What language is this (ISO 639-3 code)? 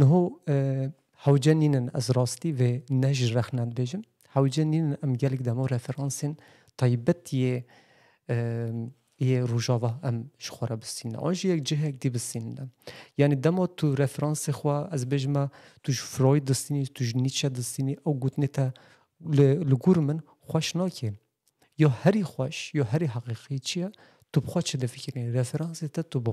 kur